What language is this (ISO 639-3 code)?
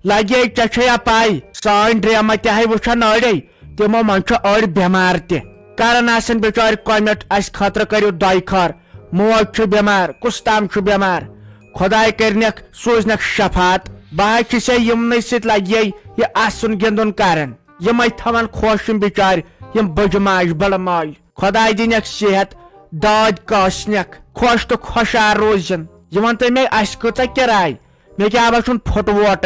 kas